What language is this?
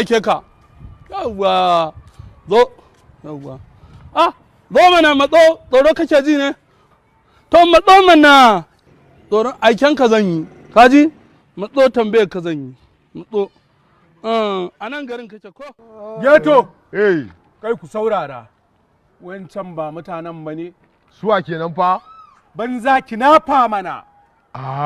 Hausa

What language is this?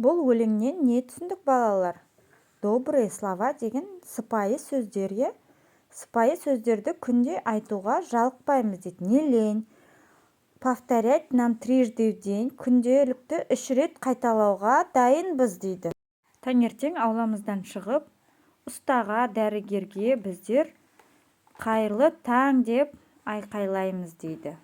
Kazakh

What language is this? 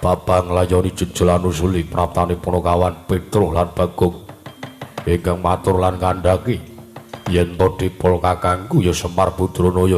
Javanese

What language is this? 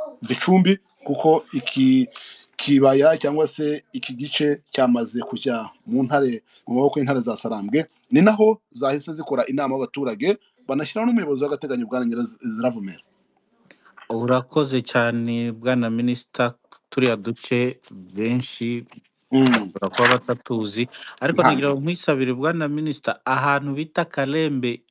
Kinyarwanda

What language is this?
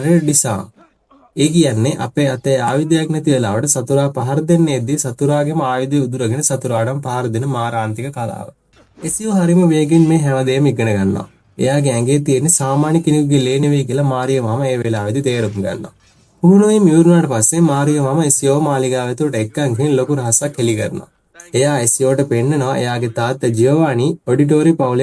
Sinhala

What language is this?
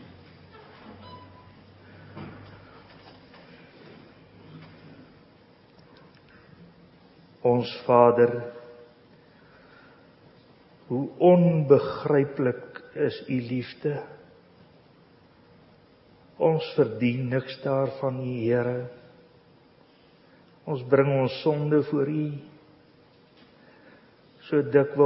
Afrikaans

